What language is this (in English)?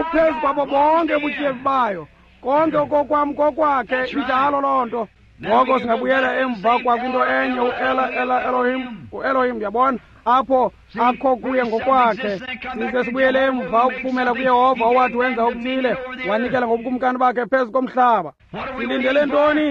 Xhosa